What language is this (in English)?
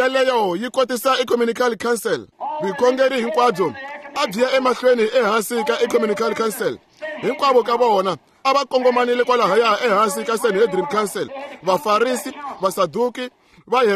Tsonga